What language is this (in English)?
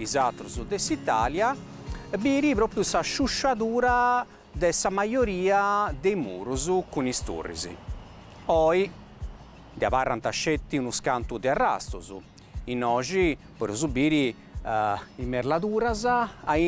Sardinian